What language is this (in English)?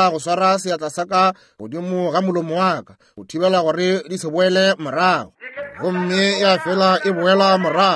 Northern Sotho